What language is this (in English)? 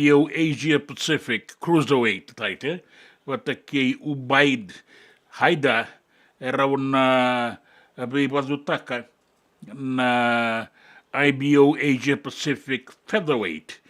Fijian